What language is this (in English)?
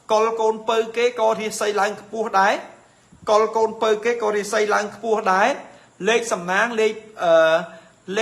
Khmer